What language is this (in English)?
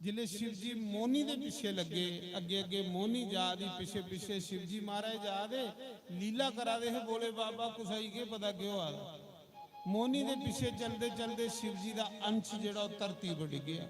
Dogri